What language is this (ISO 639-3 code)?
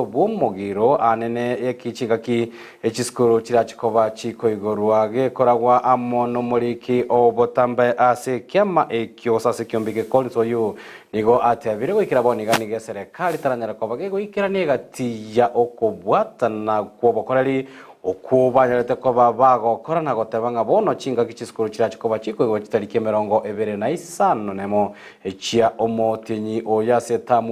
guz